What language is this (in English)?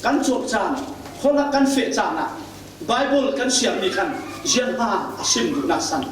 Falam Chin